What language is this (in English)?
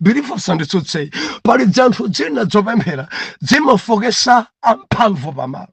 Nyanja